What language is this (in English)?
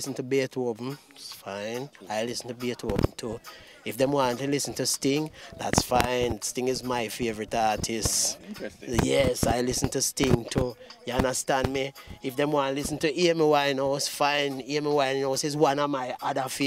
Jamaican Creole English